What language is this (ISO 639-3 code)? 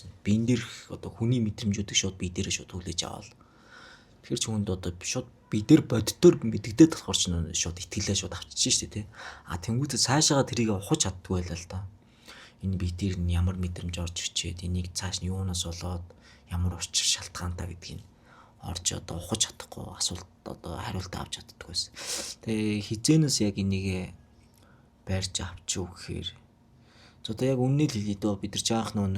mon